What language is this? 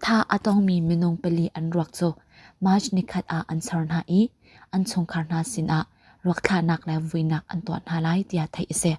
Hakha Chin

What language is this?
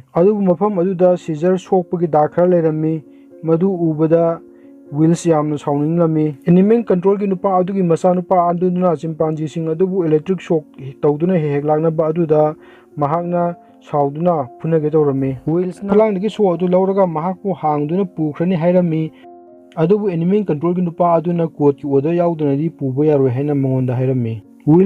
Manipuri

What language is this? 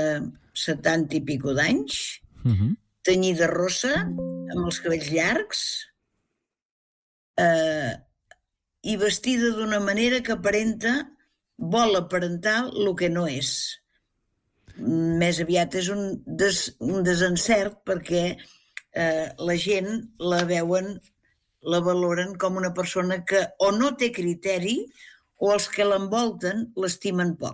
Catalan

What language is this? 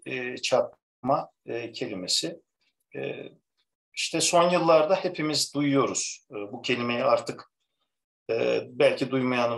Turkish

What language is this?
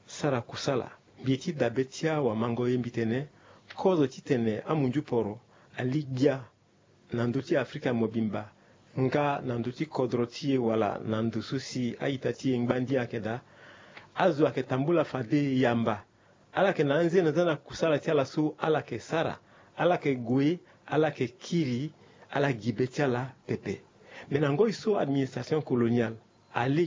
Sango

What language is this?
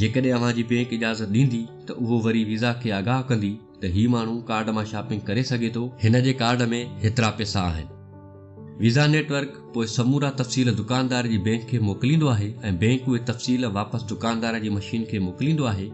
Sindhi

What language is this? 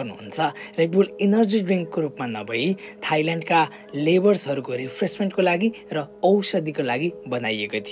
Nepali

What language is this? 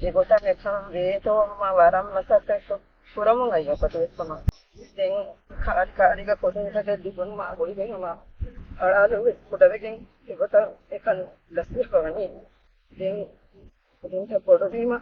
Divehi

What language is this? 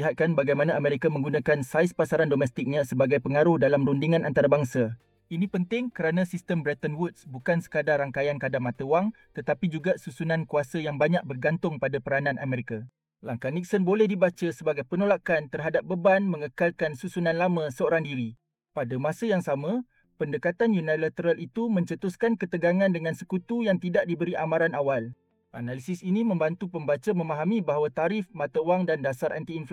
Malay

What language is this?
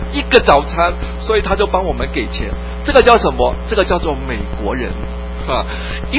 Chinese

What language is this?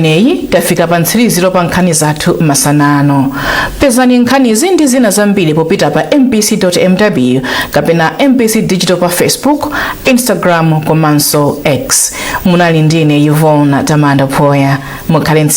Nyanja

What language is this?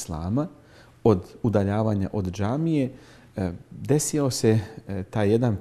Bosnian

